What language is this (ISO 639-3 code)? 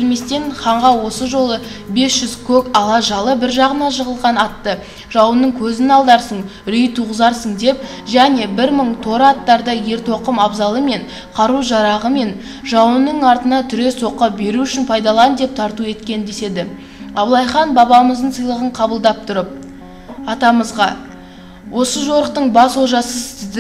kaz